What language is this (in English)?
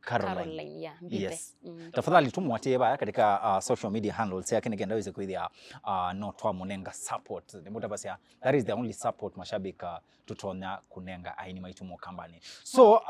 Kamba